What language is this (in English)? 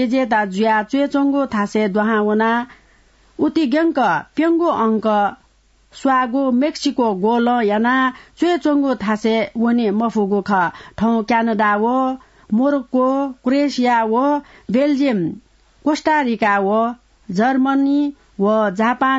Newari